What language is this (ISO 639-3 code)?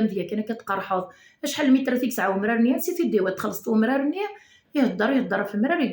kab